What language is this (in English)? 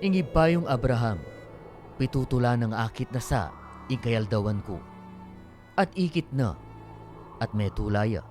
Pampanga